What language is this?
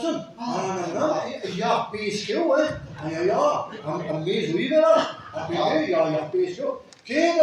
Breton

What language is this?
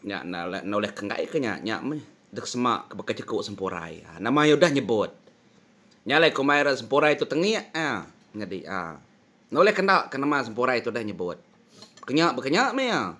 Iban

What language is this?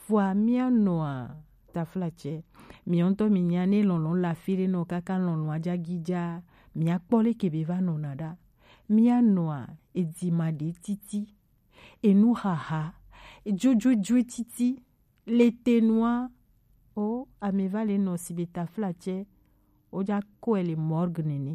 Gen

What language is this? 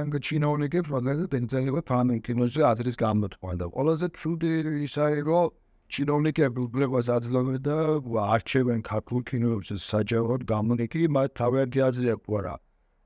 Georgian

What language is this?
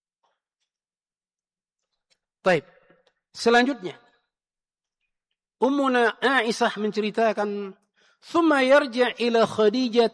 Indonesian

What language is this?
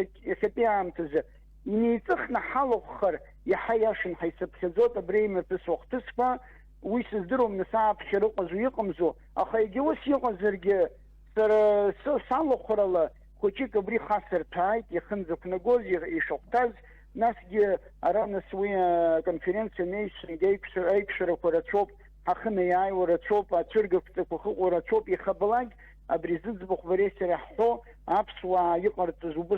Abkhazian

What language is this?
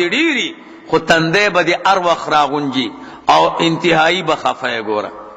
Pashto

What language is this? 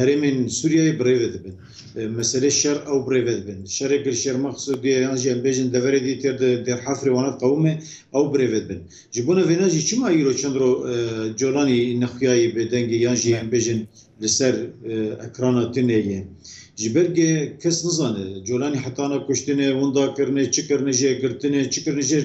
Kurdish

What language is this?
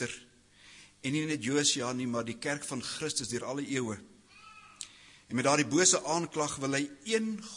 Afrikaans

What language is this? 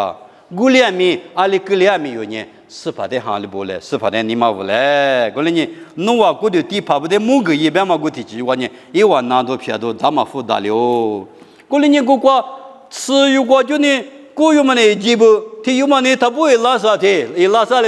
Lisu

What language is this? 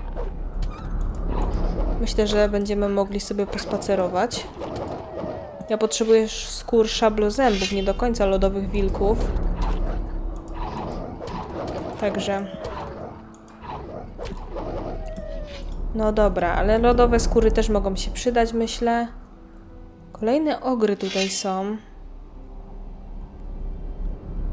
Polish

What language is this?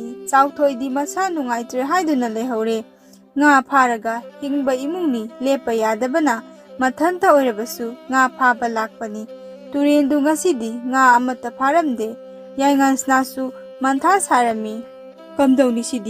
Manipuri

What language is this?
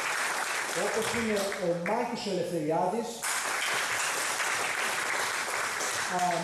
Greek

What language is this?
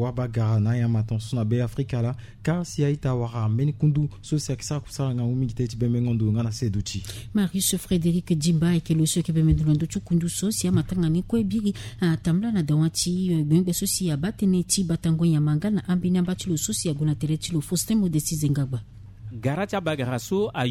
Sango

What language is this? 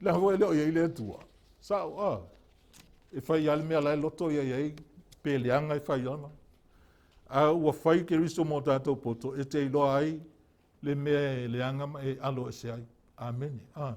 Samoan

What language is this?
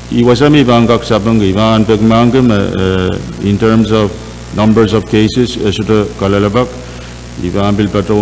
Pohnpeian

